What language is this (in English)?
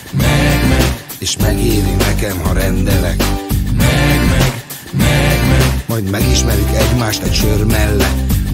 Hungarian